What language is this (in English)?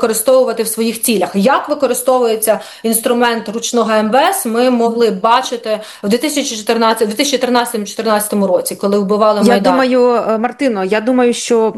Ukrainian